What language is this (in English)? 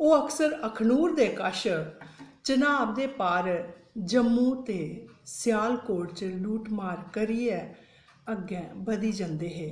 Dogri